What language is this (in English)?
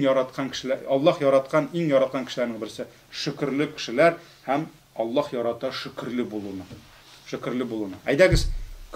Tatar